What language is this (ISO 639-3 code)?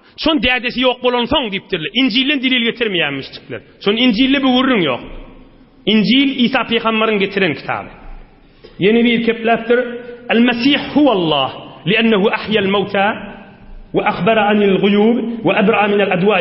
tuk